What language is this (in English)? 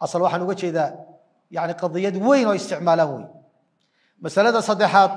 Somali